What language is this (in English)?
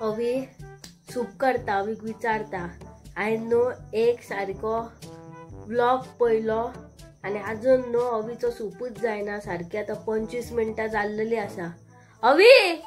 Konkani